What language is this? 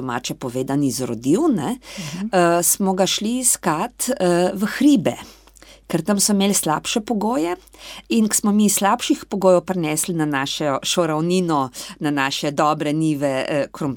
Slovenian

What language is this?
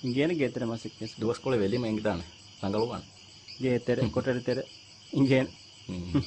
Divehi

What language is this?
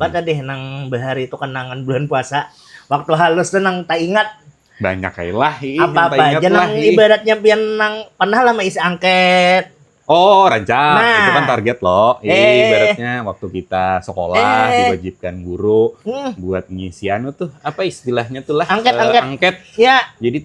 Banjar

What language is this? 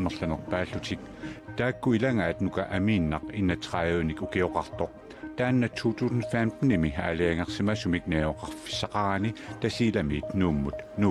Kalaallisut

